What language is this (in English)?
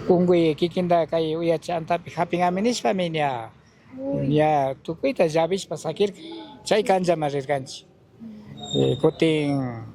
Chimborazo Highland Quichua